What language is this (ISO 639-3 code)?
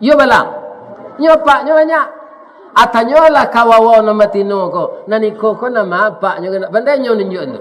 min